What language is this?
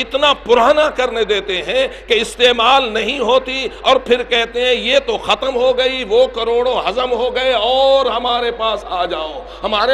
Urdu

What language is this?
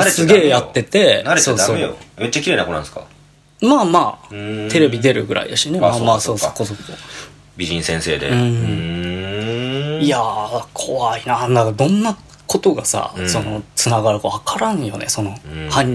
Japanese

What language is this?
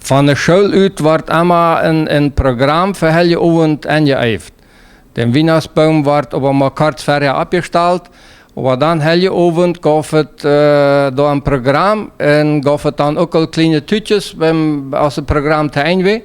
Plautdietsch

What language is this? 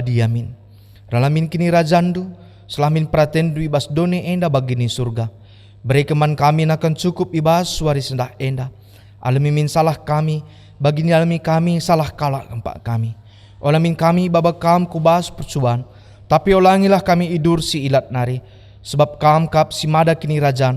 Batak Karo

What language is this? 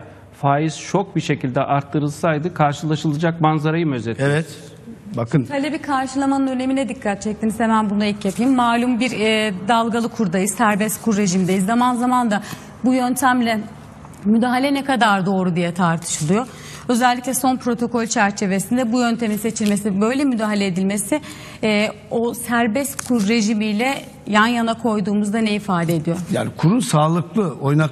Turkish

